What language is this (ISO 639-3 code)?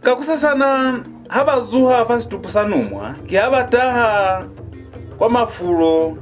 loz